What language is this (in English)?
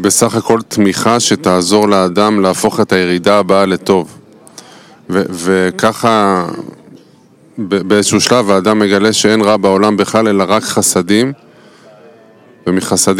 Hebrew